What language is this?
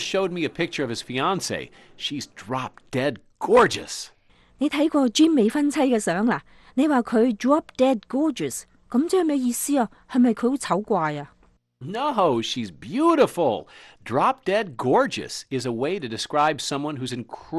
Cantonese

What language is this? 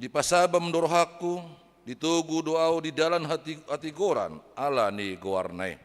Batak Toba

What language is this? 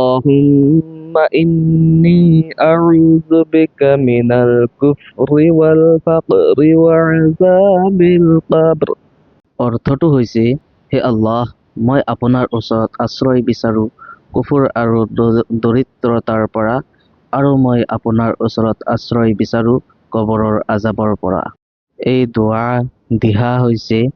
Assamese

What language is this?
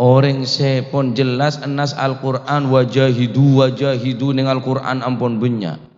Madurese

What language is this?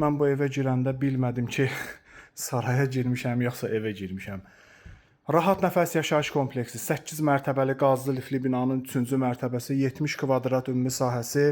Azerbaijani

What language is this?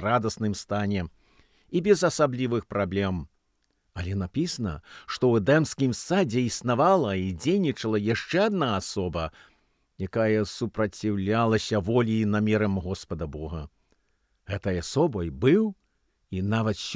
Belarusian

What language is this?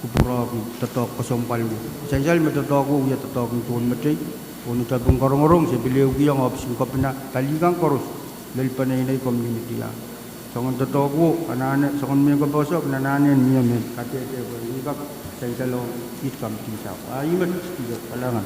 Pohnpeian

